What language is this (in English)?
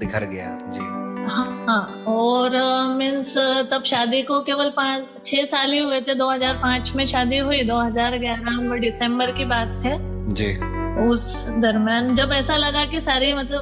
Hindi